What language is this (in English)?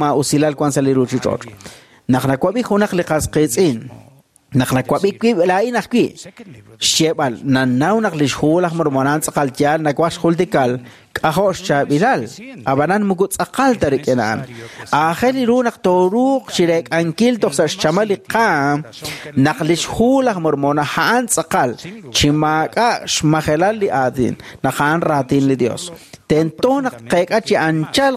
Kekchí